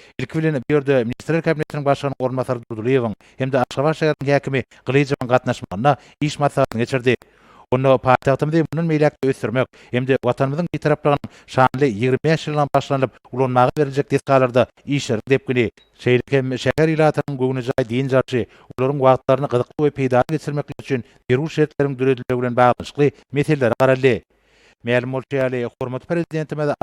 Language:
Turkmen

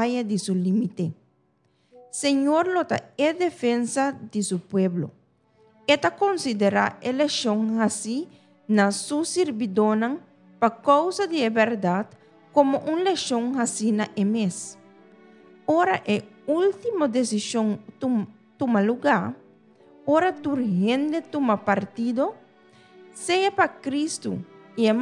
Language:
Papiamento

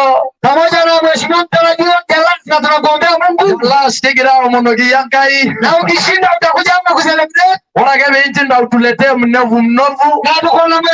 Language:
Masai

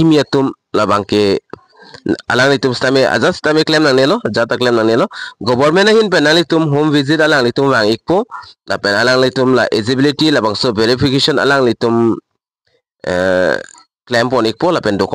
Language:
Karbi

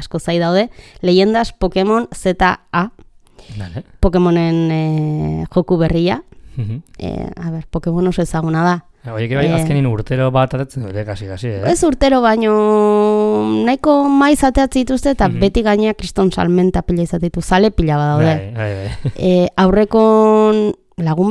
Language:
Basque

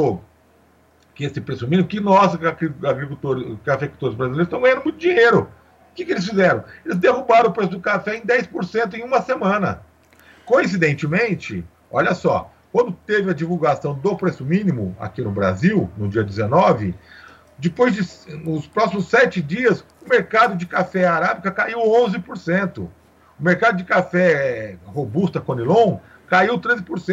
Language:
Portuguese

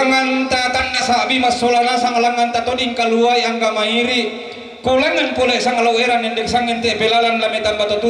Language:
Toraja-Sa'dan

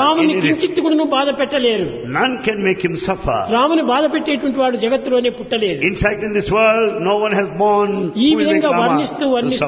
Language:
Telugu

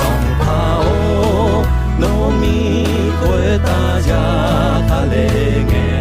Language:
Akha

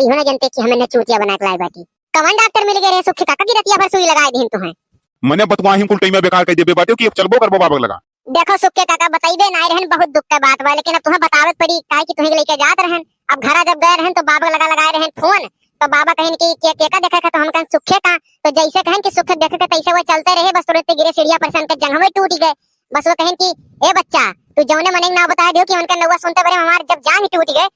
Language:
Awadhi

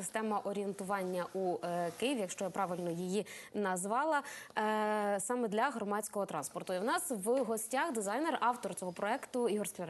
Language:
Ukrainian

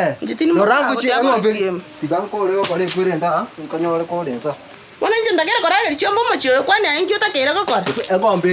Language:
Gusii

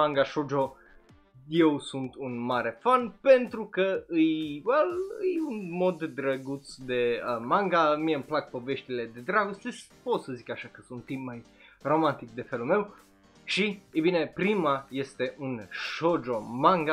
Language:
Romanian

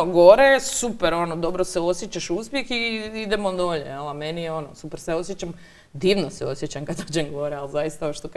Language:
Croatian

